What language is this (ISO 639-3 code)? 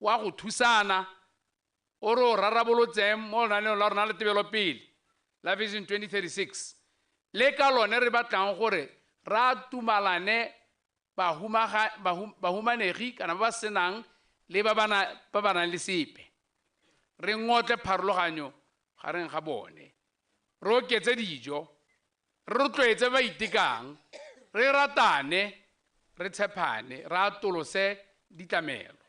tsn